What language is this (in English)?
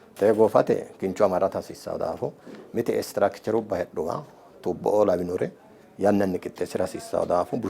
Sidamo